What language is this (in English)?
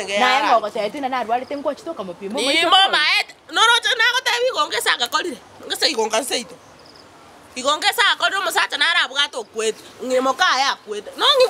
Gusii